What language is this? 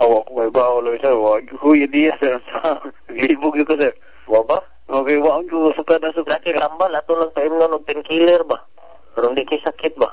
Cebuano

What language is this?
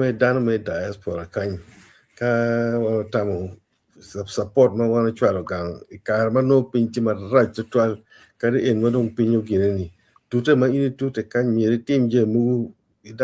Acoli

